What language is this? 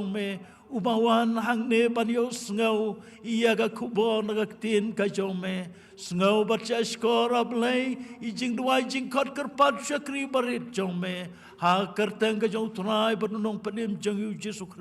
Khasi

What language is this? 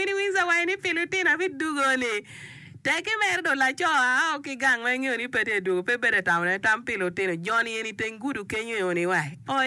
Acoli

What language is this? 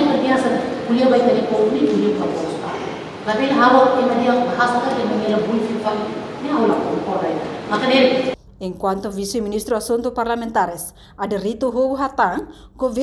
Tetum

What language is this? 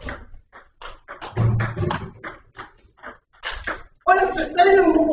Vietnamese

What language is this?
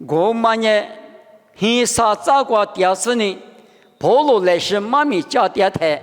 Lisu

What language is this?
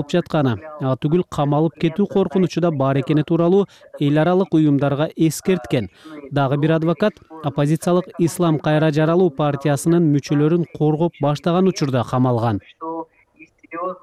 Kyrgyz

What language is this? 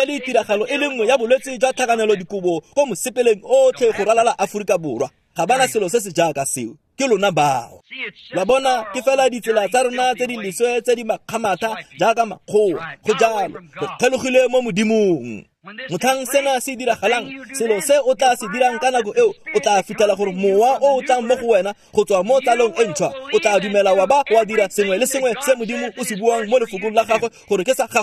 Tswana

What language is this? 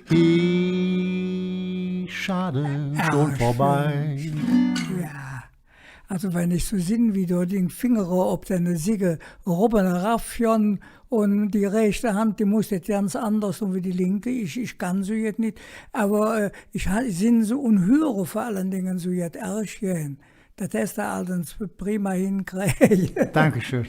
Colognian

